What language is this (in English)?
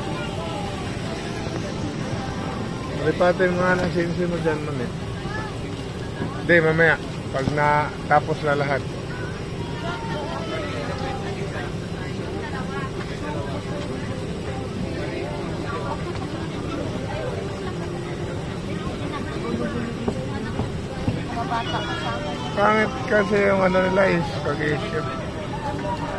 Filipino